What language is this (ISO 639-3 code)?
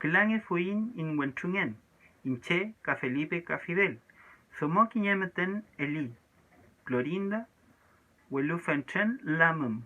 arn